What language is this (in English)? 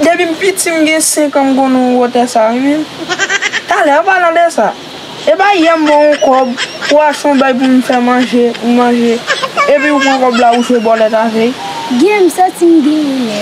Haitian Creole